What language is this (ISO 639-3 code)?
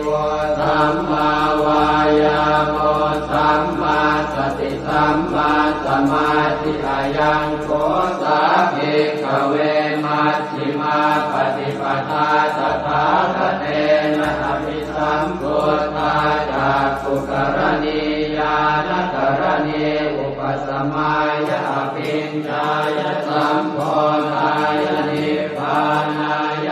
pli